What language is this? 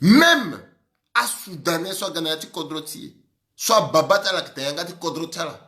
Sango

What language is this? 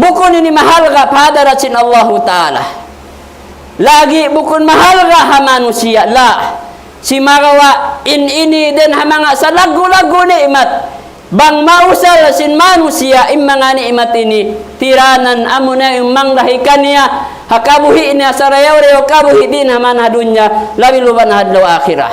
Tausug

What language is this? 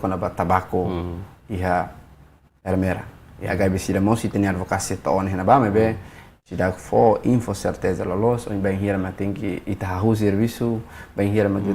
Tetum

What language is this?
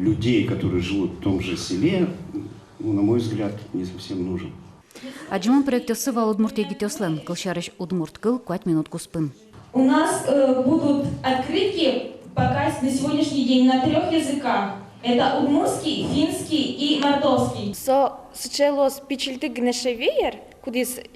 Udmurt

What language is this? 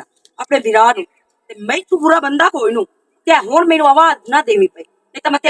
Western Panjabi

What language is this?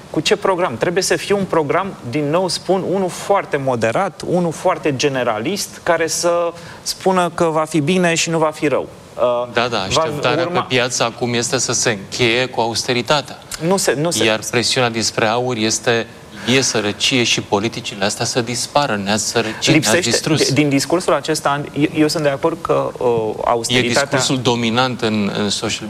Romanian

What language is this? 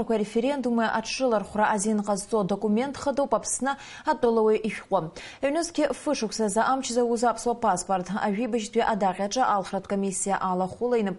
Abkhazian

